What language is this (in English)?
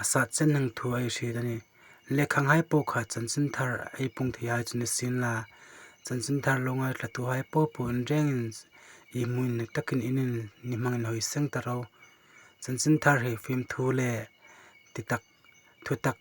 Hmar